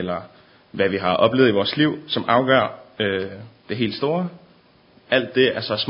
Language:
Danish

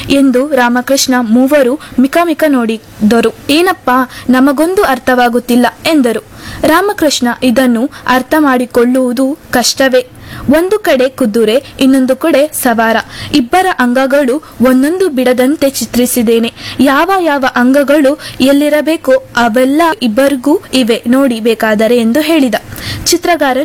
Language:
Kannada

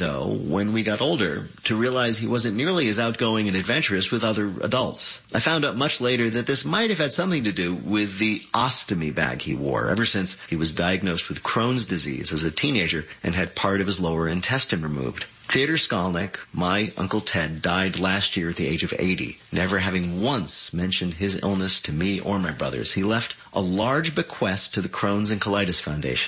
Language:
English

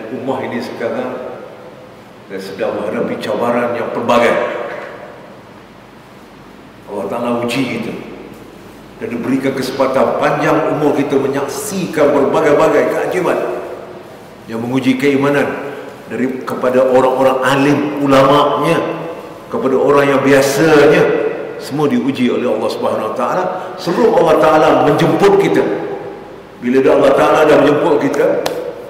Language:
Malay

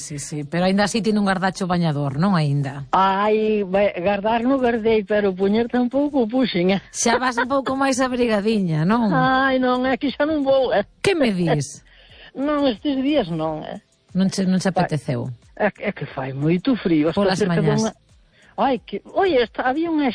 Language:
Galician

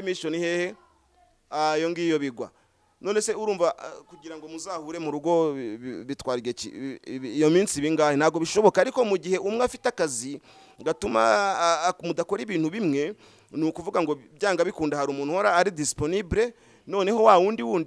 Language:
Kinyarwanda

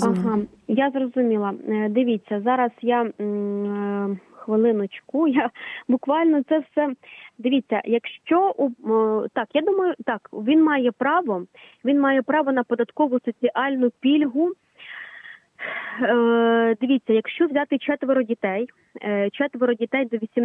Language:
Ukrainian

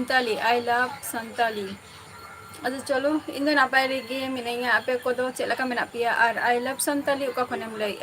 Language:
Santali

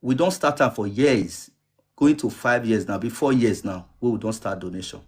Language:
Nigerian Pidgin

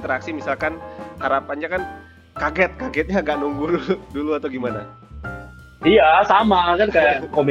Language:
Indonesian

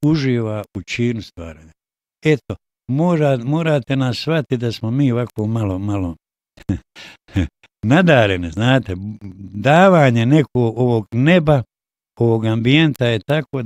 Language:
Bosnian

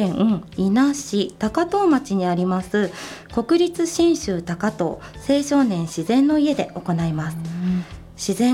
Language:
Japanese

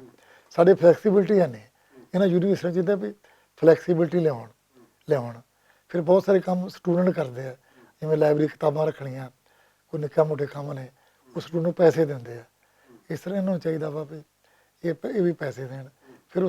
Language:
Western Panjabi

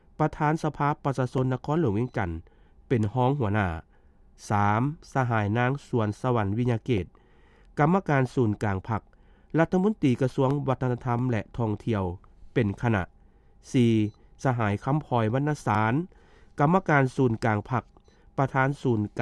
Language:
Lao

